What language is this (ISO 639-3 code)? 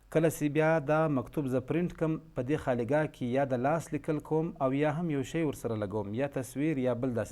pus